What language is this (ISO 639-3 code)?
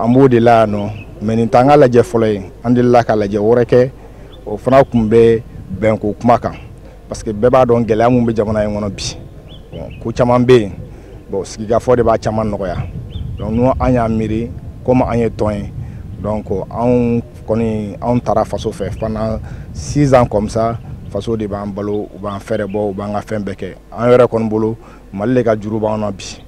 bam